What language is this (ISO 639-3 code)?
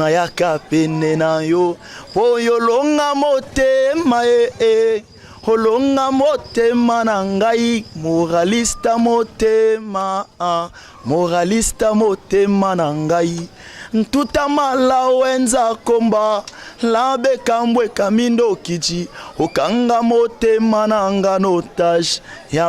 lin